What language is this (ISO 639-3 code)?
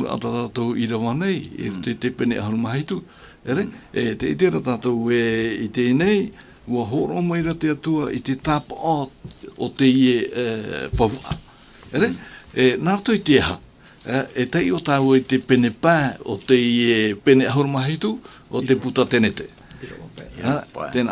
tah